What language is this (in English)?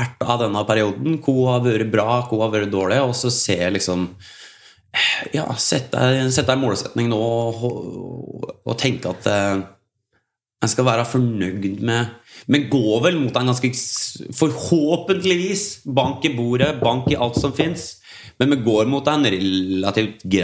Norwegian